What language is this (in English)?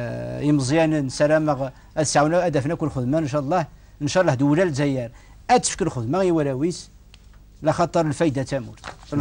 Kabyle